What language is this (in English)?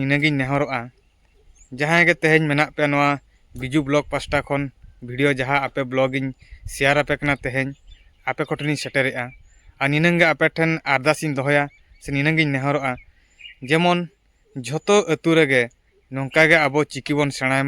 Santali